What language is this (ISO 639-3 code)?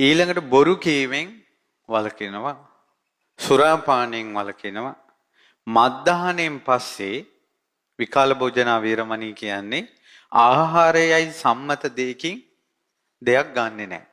sin